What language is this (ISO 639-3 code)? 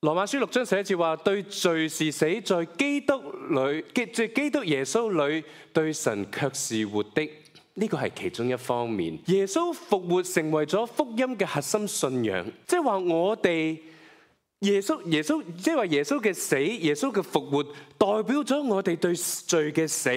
yue